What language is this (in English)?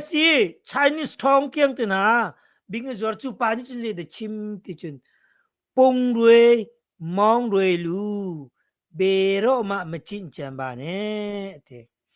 Hakha Chin